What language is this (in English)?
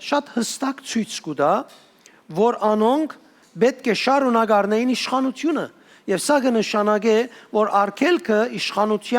Western Armenian